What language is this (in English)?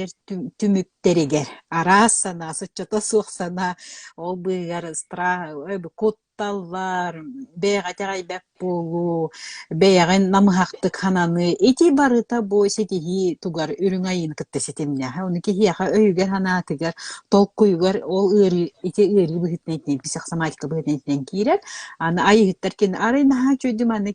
Yakut